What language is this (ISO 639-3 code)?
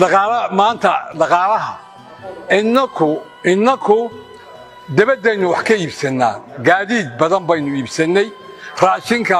som